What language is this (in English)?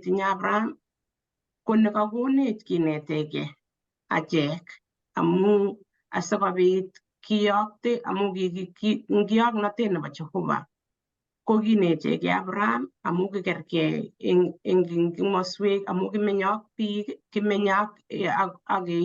Kalenjin